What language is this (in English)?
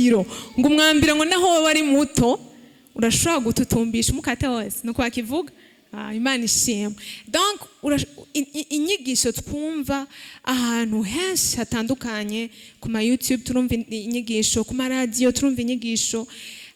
Rundi